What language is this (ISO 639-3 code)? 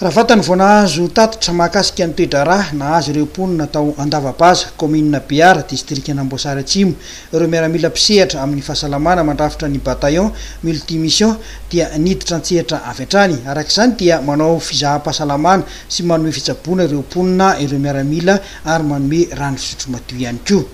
mlg